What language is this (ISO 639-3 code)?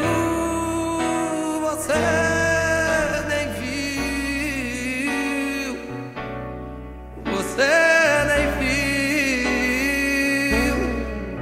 por